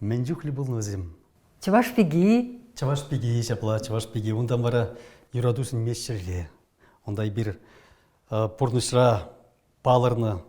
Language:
Chuvash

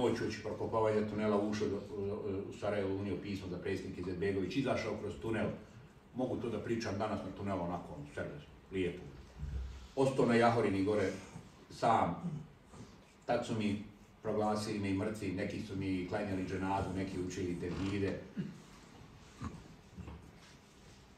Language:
Bosnian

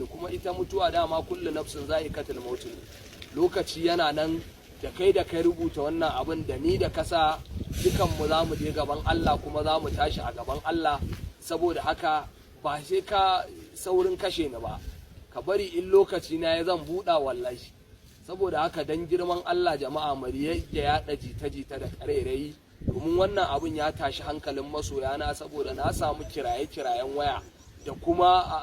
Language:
Hausa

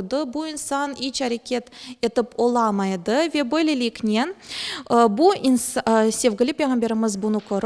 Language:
Crimean Tatar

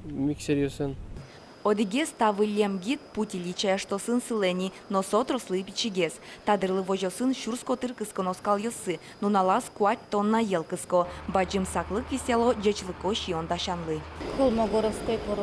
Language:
Udmurt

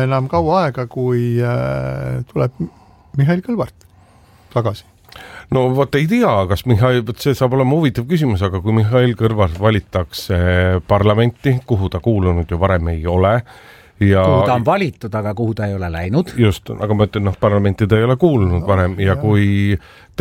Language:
Estonian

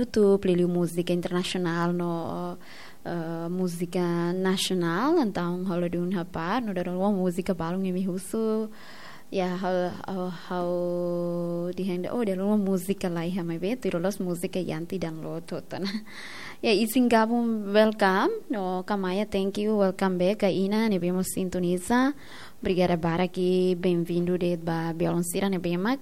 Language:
Tetum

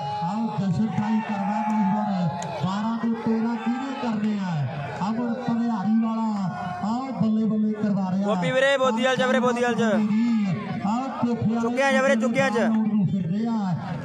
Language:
Punjabi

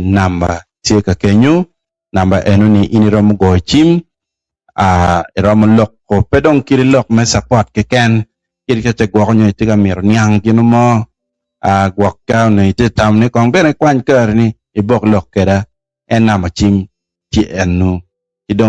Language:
Acoli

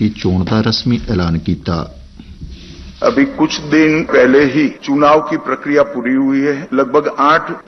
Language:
Punjabi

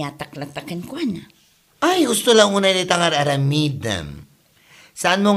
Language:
Iloko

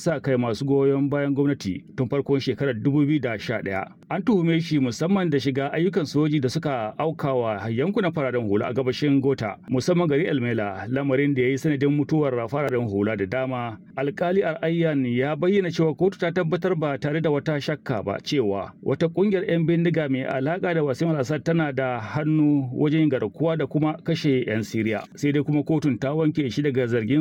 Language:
Hausa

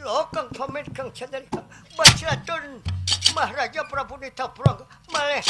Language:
Banjar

